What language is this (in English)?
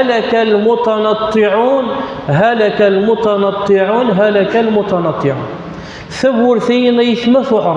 Kabyle